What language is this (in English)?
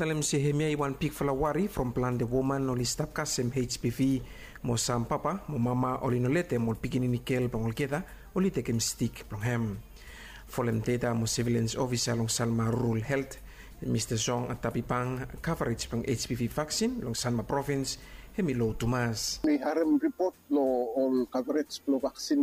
Bislama